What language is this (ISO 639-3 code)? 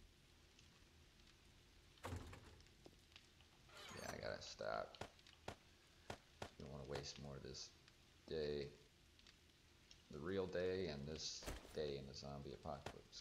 eng